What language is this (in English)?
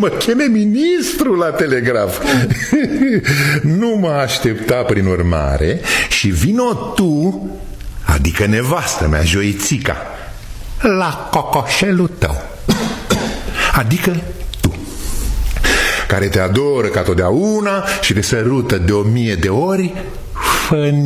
Romanian